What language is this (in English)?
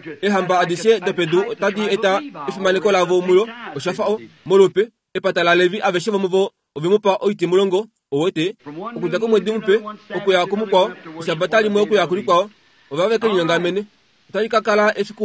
Kuanyama